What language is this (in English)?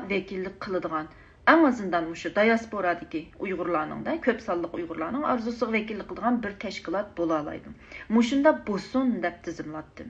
Uyghur